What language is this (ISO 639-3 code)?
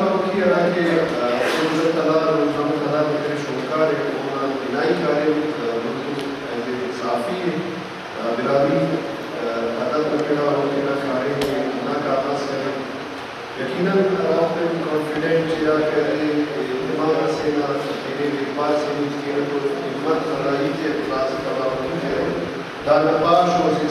brh